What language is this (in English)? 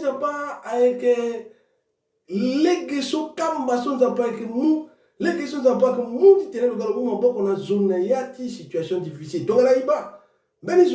Sango